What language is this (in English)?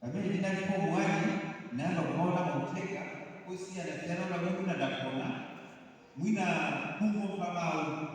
Nyanja